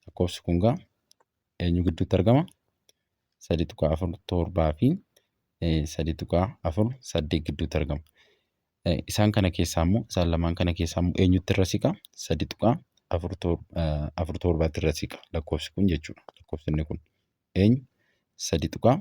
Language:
Oromo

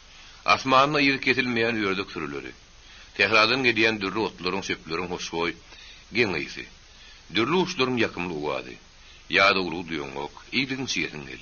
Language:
Turkmen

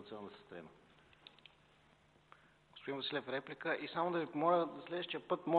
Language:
Bulgarian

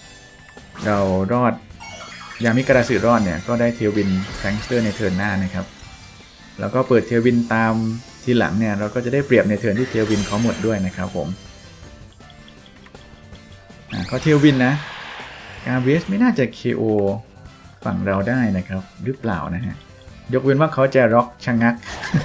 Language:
Thai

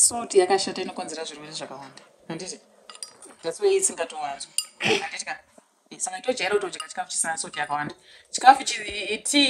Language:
Shona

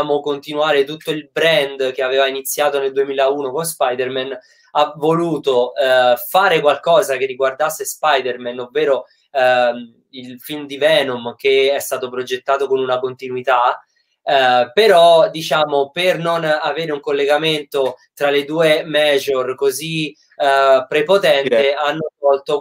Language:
Italian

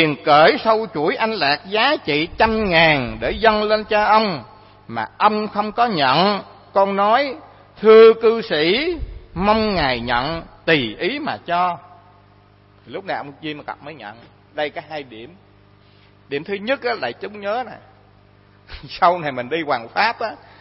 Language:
Vietnamese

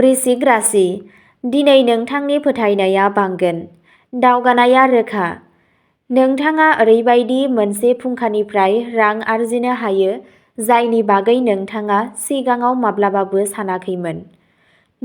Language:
Bodo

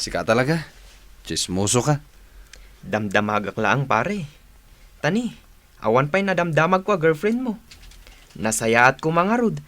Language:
Iloko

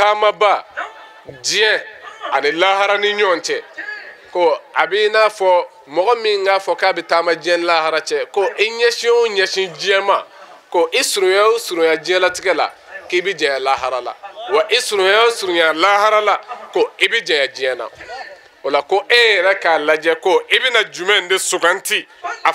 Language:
Bambara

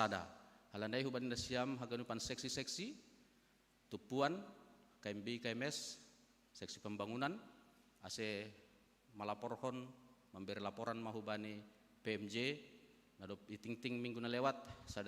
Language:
Batak Simalungun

